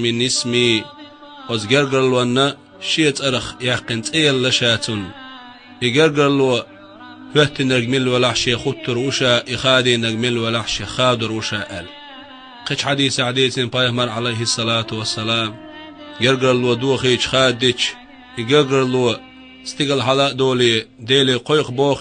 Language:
Chechen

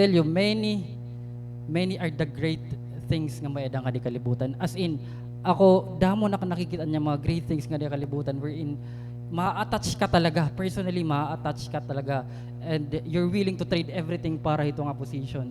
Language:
Waray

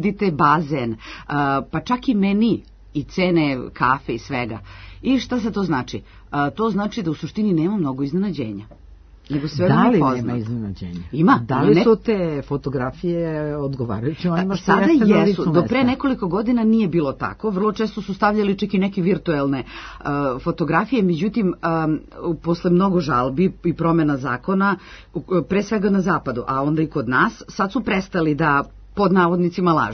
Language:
Serbian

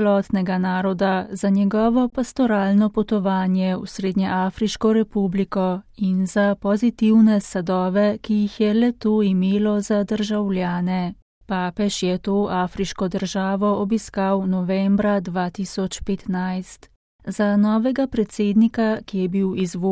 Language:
Slovenian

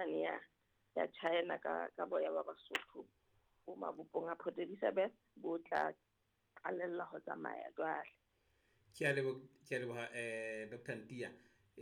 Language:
Southern Sotho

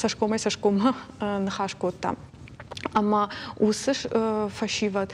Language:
Ossetic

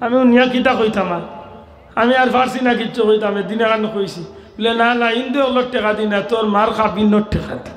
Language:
Sylheti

